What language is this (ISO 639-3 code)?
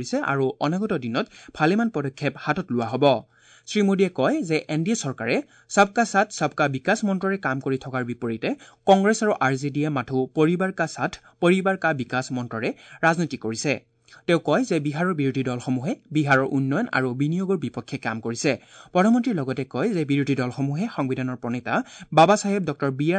asm